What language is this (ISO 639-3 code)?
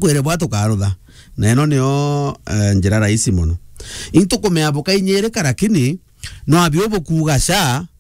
mer